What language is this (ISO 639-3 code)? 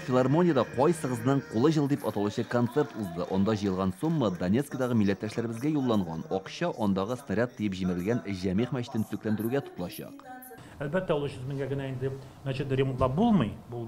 tat